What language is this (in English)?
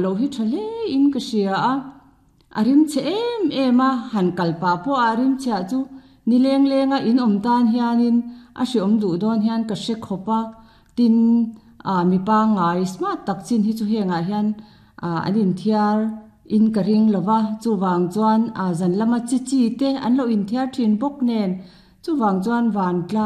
Mizo